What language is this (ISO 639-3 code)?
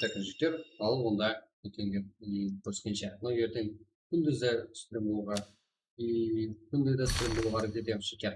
kaa